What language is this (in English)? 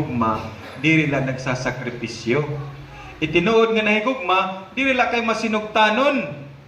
Waray